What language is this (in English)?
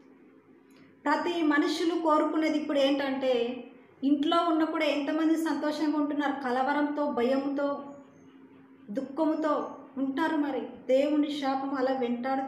Telugu